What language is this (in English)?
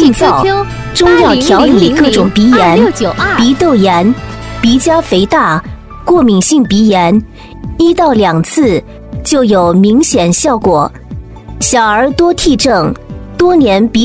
Chinese